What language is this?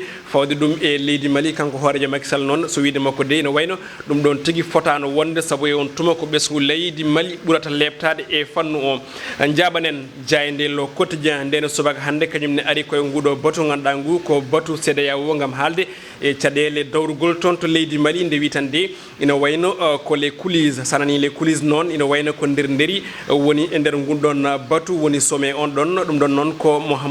Fula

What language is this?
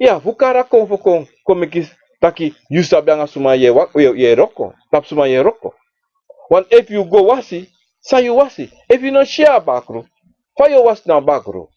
Sranan Tongo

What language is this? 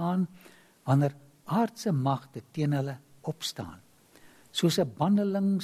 Afrikaans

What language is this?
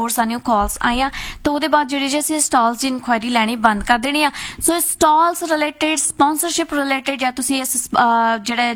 Punjabi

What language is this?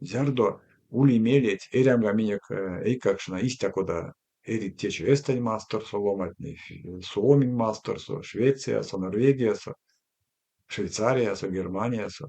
Erzya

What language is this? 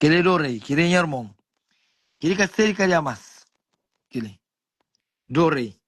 Kabuverdianu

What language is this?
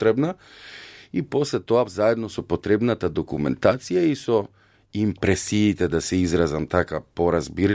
Macedonian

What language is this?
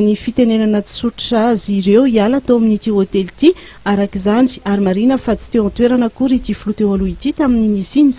Malagasy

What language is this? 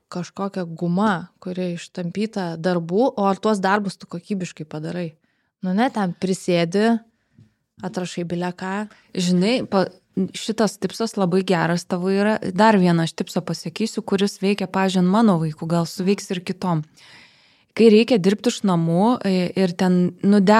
Lithuanian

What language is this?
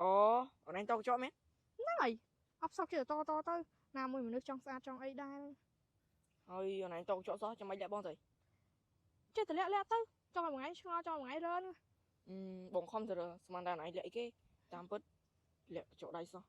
Khmer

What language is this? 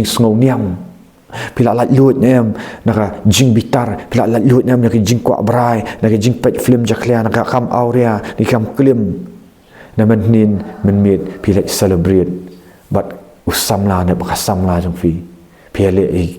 Khasi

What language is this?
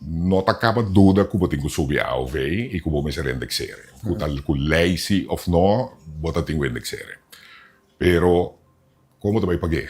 Papiamento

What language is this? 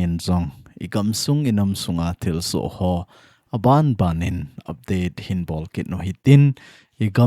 Thado Chin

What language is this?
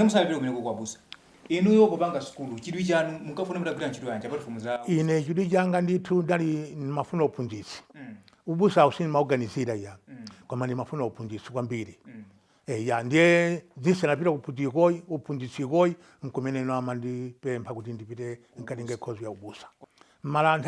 Nyanja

